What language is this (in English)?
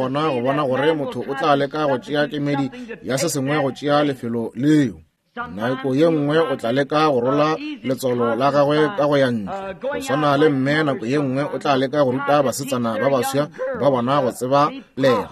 Northern Sotho